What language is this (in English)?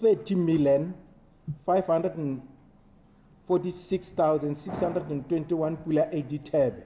Tswana